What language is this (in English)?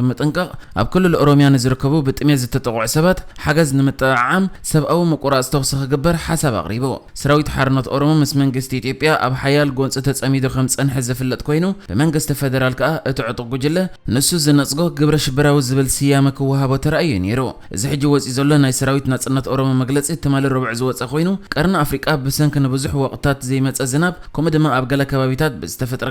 Tigrinya